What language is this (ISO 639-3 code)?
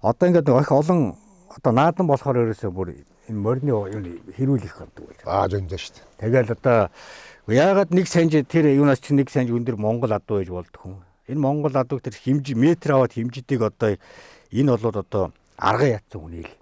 mon